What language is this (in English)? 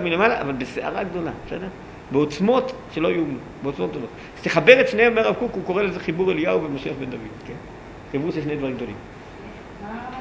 Hebrew